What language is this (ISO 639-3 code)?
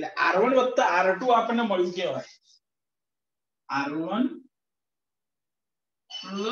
guj